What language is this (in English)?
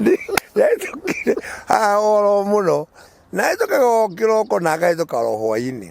Kikuyu